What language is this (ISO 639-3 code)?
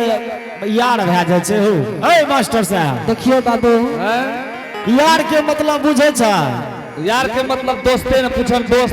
anp